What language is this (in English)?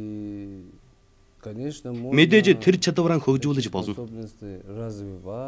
Mongolian